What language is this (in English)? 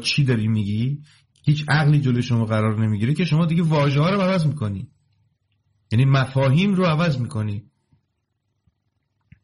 Persian